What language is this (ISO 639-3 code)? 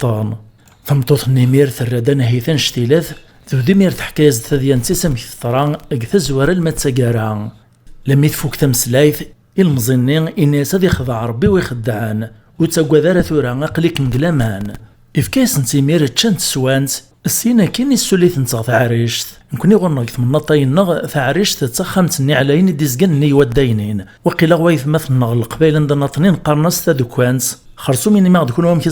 kab